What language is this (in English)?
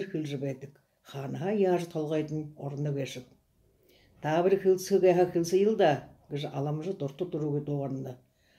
Buriat